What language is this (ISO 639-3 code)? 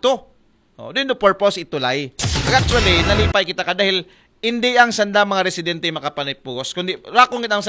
akl